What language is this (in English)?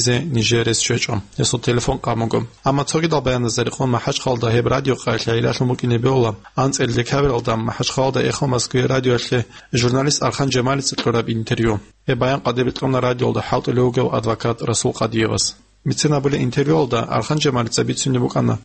Avaric